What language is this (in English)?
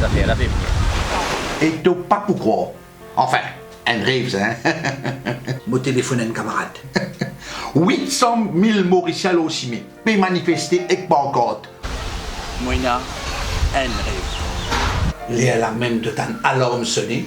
Morisyen